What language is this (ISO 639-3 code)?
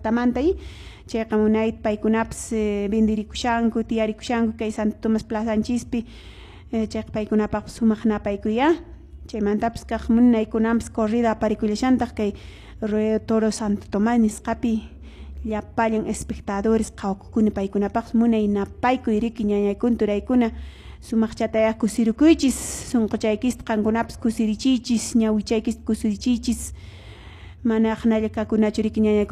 que